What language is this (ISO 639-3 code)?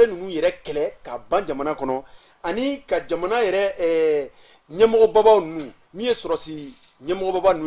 bam